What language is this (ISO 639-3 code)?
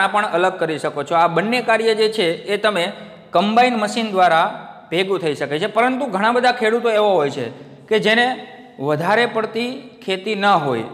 guj